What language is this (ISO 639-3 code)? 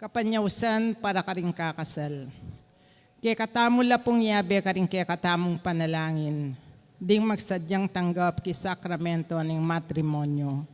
pam